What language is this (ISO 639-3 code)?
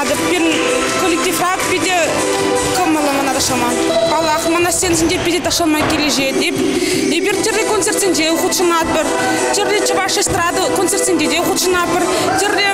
chv